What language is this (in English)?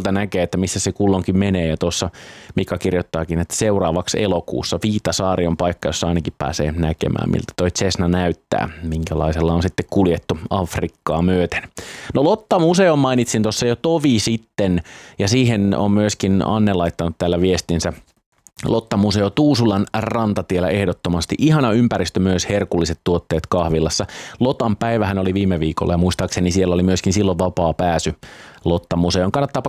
Finnish